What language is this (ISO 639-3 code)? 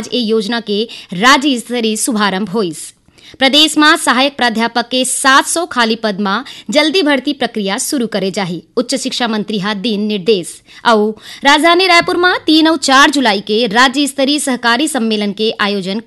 hne